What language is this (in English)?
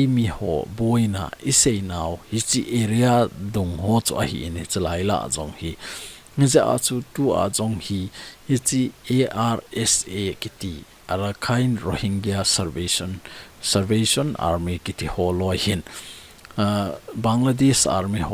Thado Chin